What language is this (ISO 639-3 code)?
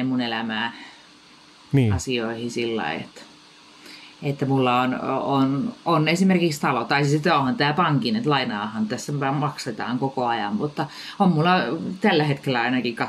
fin